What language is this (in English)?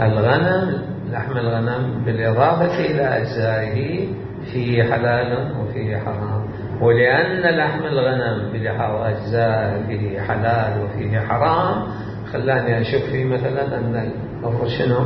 Mesopotamian Arabic